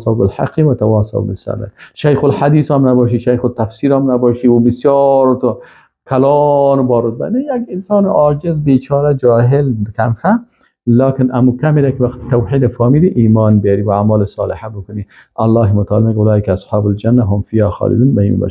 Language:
Persian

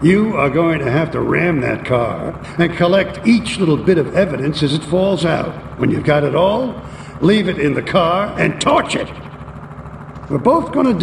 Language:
English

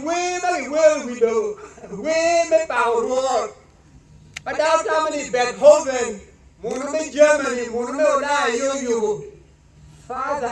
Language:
Acoli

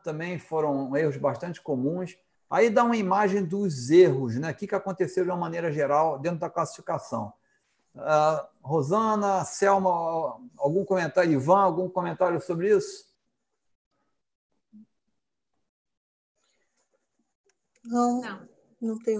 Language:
Portuguese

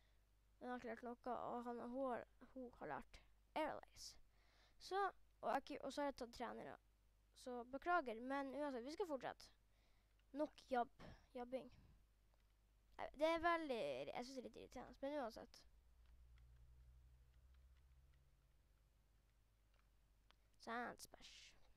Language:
Norwegian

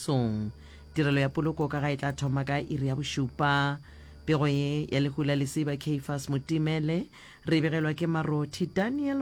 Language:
Northern Sotho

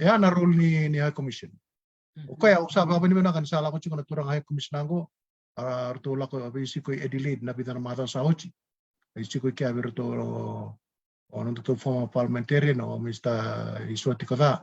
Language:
Fijian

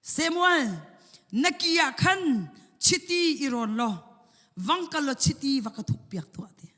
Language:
Hakha Chin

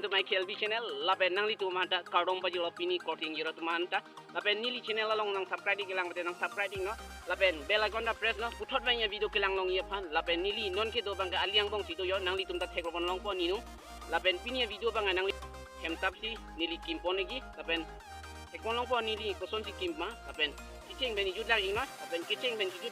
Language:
Karbi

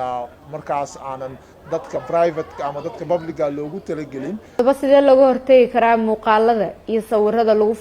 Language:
Somali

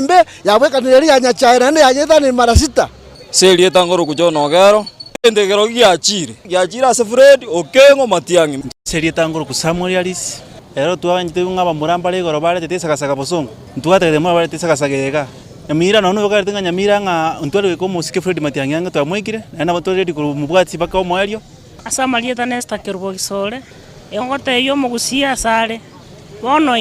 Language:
Gusii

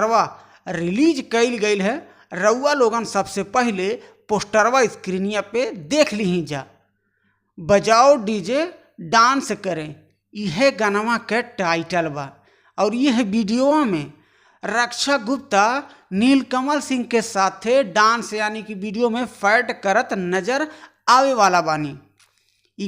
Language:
Bhojpuri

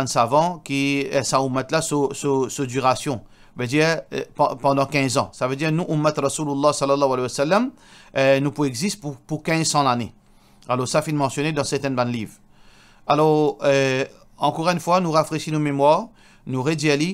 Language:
Morisyen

